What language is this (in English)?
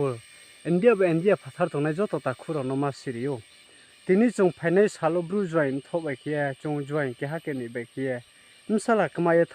Riang (India)